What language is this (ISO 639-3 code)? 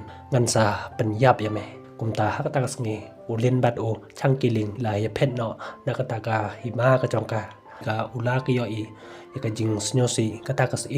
kha